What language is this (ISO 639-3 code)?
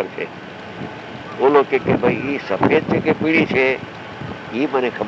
guj